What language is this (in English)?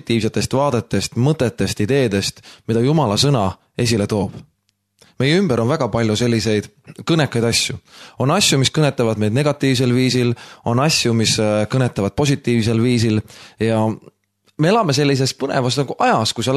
Estonian